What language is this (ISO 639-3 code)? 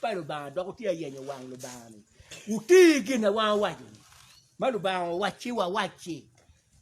ach